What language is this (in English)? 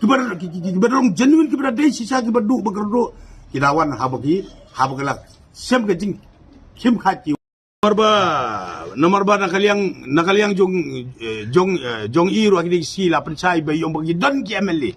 Khasi